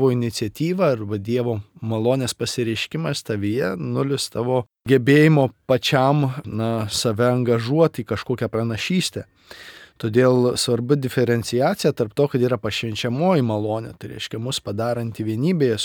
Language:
Lithuanian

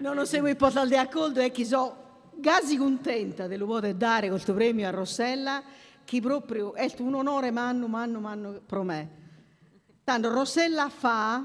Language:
Sardinian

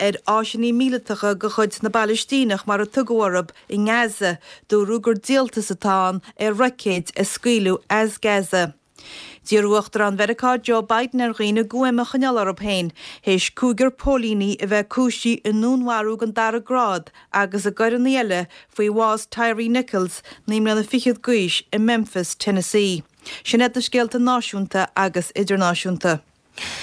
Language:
Irish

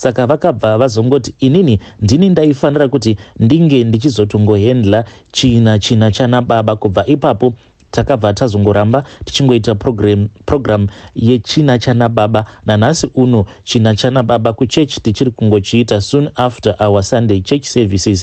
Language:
Shona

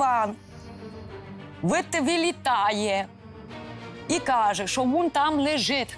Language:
Ukrainian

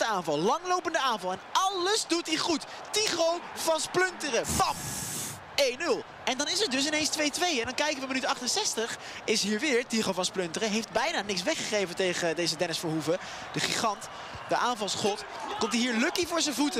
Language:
Dutch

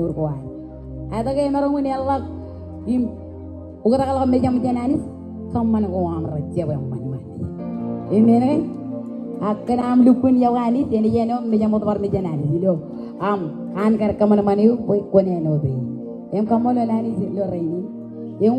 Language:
Marshallese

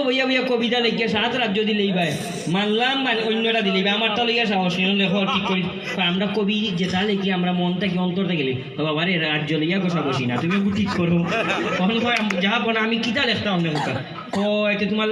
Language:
Sylheti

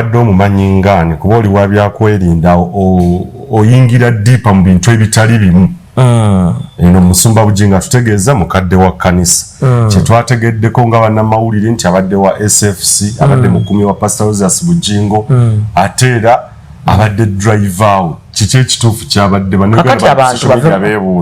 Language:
Ganda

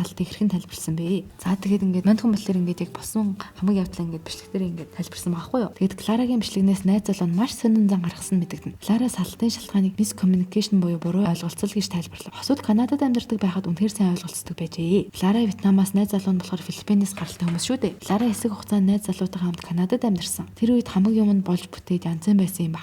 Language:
Mongolian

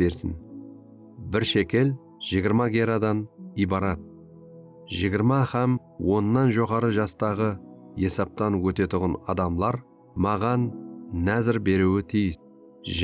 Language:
Kara-Kalpak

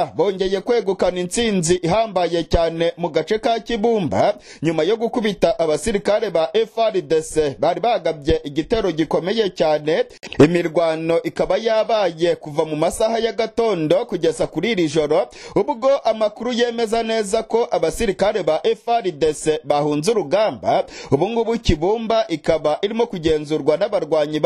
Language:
Kinyarwanda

